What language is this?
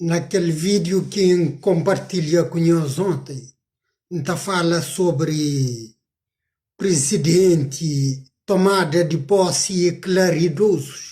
Kabuverdianu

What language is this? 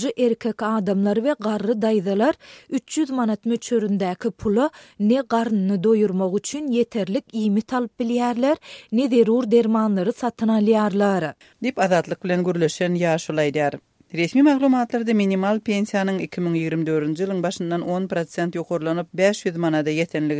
Turkmen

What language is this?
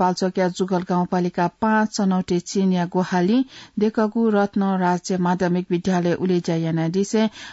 Newari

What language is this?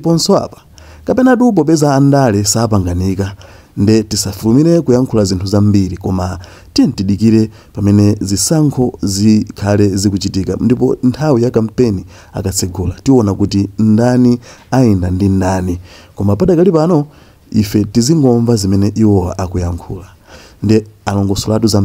Nyanja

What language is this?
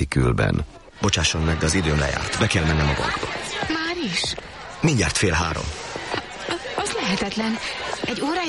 Hungarian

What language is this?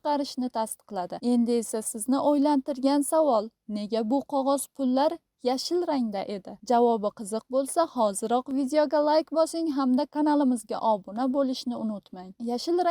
Uzbek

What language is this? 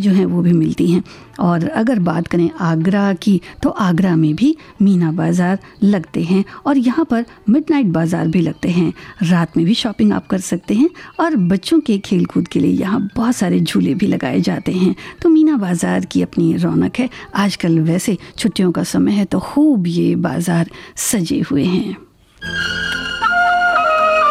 Hindi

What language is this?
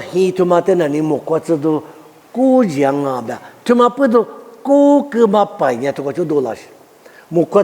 Lisu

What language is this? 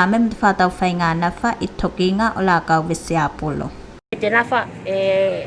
Tuvalu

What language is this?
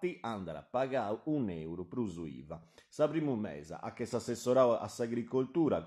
Sardinian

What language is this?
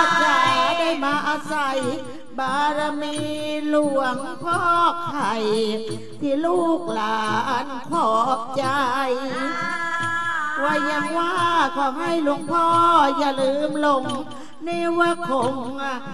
Thai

